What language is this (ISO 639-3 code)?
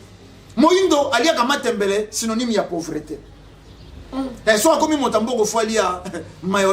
lin